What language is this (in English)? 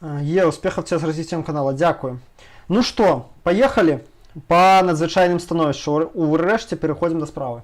Belarusian